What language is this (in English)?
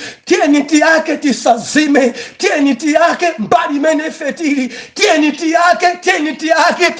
Nyanja